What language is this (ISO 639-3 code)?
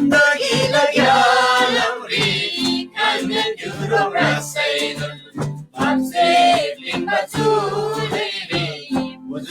taj